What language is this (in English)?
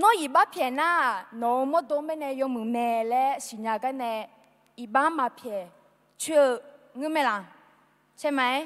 Akha